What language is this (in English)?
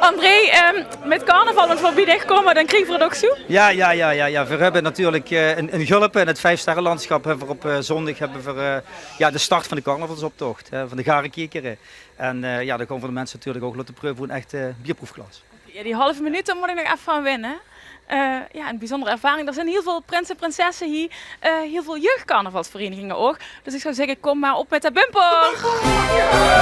Limburgish